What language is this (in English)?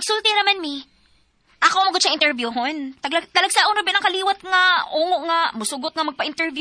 Cebuano